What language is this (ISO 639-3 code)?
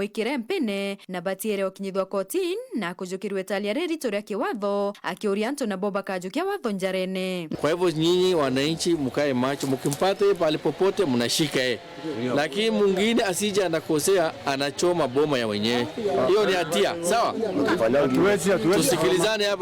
mer